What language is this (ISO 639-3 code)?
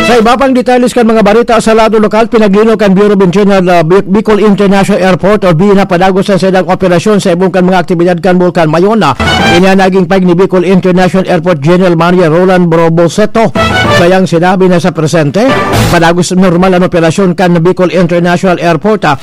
bik